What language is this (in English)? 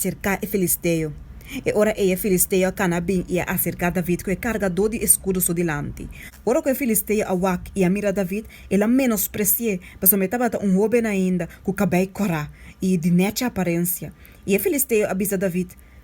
Papiamento